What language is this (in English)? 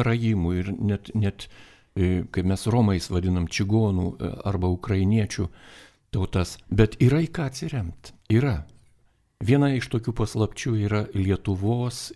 Lithuanian